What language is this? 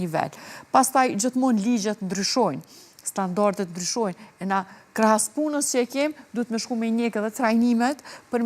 Albanian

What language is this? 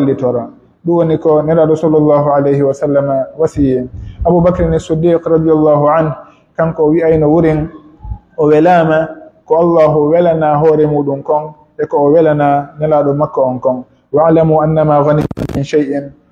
Pular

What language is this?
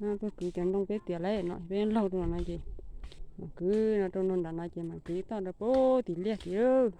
Hmong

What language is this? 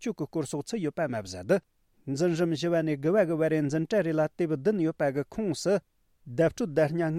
Tibetan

